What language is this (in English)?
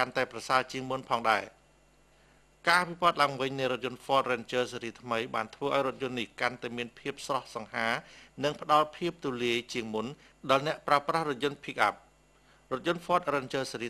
Khmer